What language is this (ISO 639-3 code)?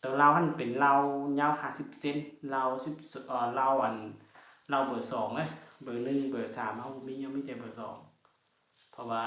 lao